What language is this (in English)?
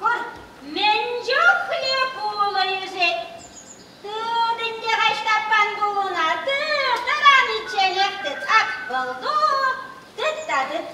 Chuvash